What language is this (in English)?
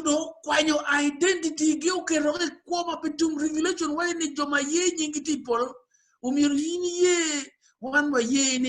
Acoli